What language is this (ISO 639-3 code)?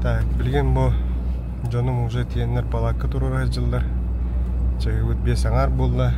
sah